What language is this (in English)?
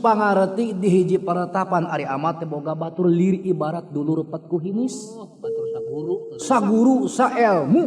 Sundanese